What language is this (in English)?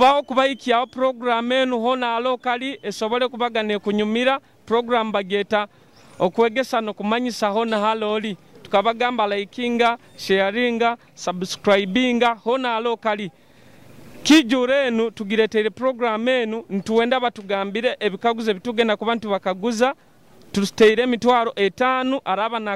Nyoro